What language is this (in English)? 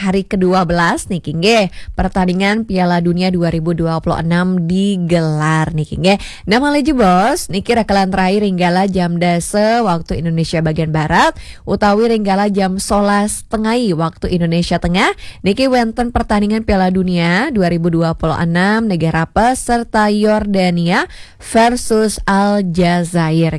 Balinese